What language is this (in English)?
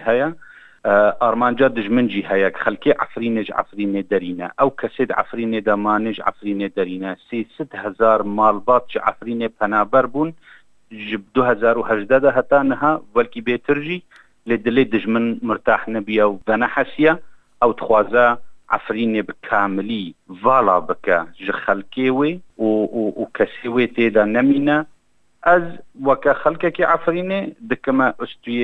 Kurdish